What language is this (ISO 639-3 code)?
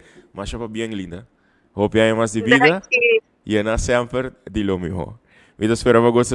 pap